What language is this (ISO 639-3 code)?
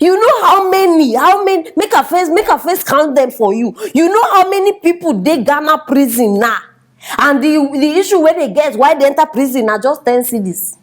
pcm